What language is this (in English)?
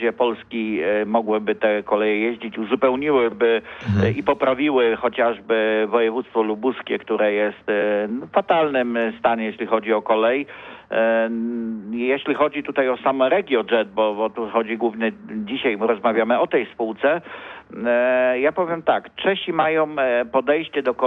Polish